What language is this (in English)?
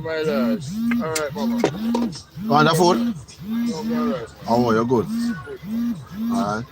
Jamaican Creole English